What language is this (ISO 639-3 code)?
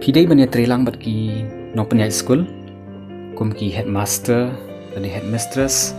kha